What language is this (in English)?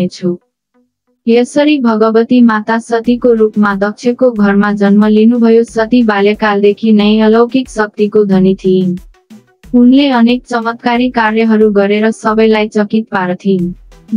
Nepali